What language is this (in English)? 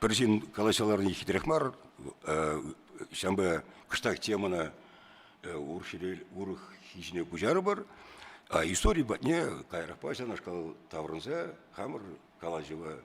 Chuvash